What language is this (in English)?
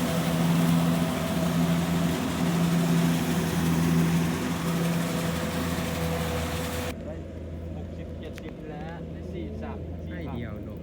Lao